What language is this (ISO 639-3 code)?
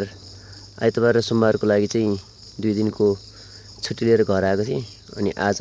nep